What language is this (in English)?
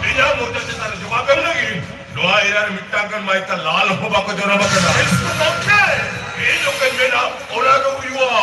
Santali